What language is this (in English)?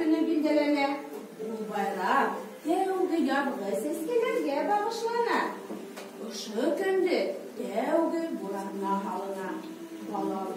Bashkir